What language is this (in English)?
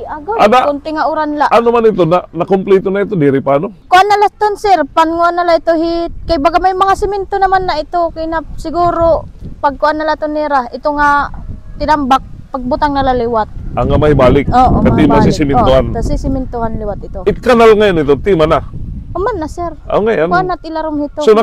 Waray